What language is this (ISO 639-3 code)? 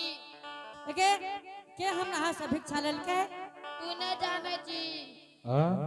anp